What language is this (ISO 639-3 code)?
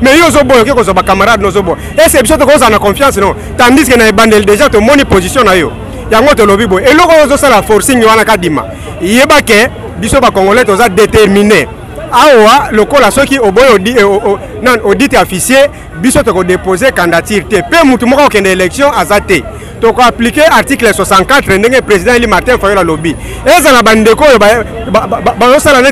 lin